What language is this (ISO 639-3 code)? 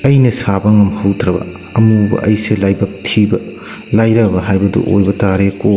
mni